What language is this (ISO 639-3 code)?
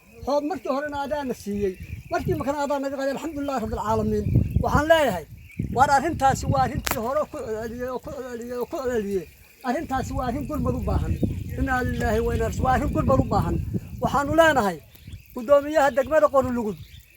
som